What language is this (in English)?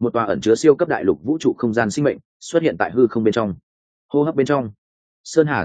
Vietnamese